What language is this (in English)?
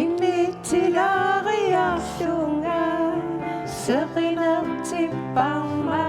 Kalaallisut